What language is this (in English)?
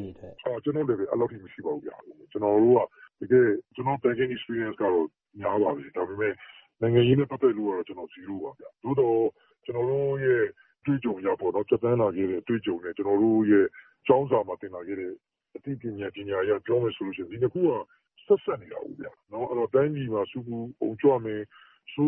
Burmese